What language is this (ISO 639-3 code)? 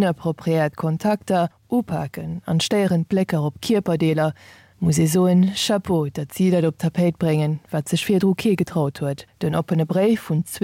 ltz